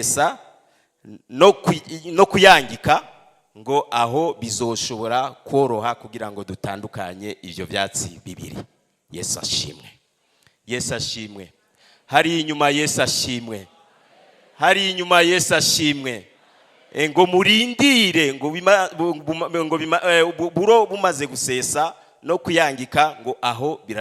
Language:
Rundi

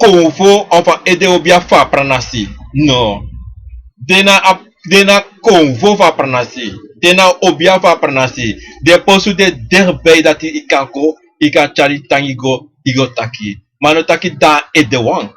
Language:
Sranan Tongo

